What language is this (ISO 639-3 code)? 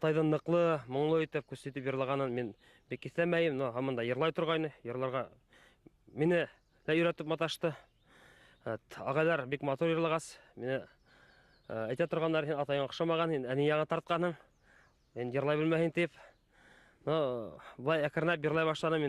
bak